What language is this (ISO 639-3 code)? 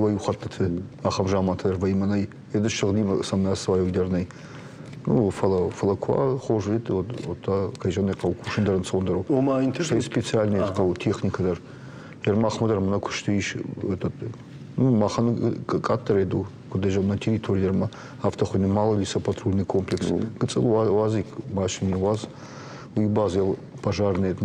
oss